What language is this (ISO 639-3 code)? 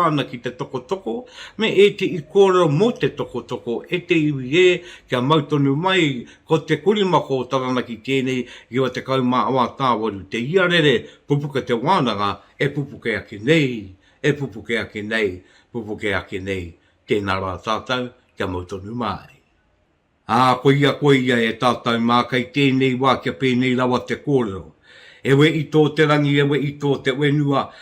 mri